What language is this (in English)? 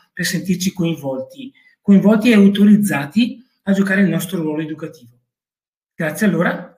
Italian